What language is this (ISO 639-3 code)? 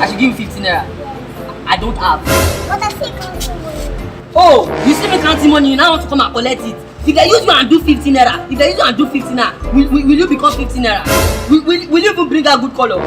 pcm